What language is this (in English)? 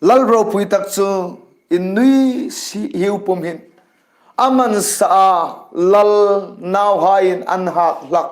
Hmar